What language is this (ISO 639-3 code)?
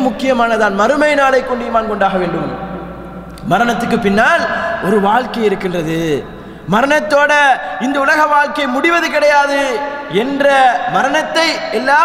tam